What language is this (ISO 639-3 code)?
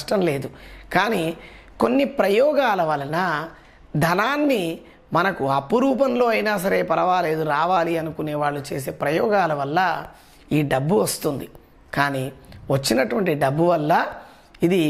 tel